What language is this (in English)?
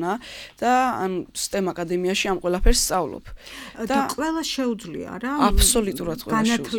Georgian